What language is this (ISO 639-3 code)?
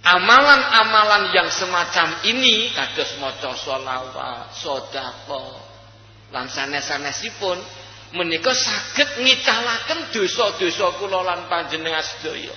jav